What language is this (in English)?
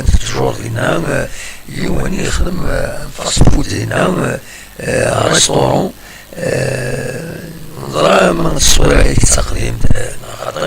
Kabyle